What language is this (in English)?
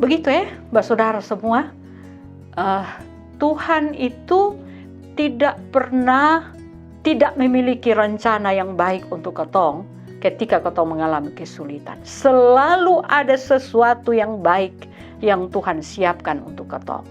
Kupang Malay